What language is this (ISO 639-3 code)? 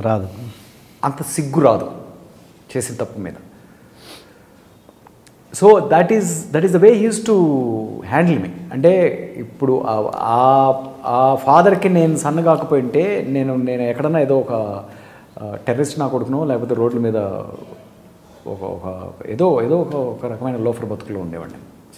tel